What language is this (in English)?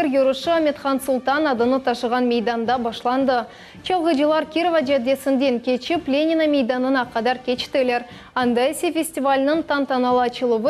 Crimean Tatar